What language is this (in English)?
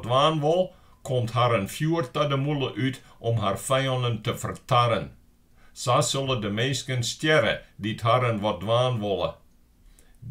Western Frisian